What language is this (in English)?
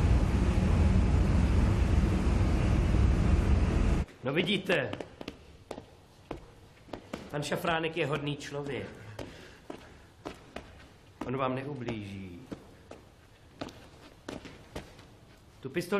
Czech